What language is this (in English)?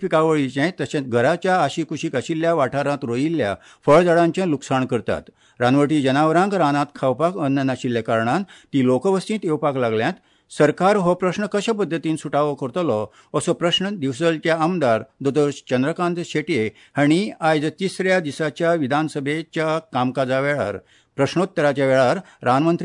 Konkani